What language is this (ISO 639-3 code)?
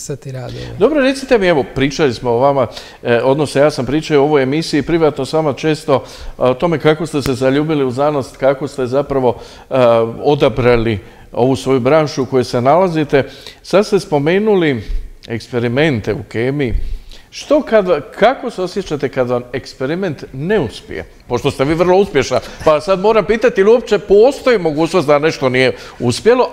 hrv